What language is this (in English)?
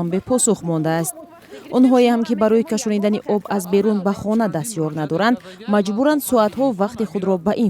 Tajik